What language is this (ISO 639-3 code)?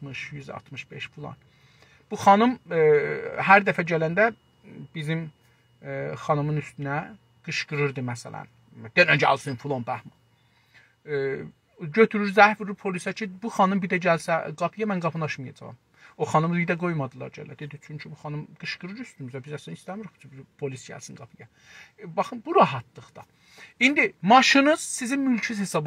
azb